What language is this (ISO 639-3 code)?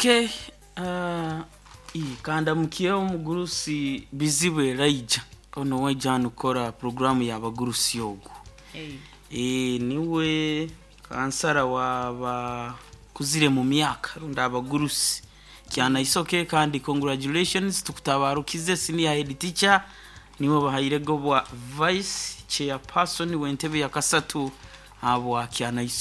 nyo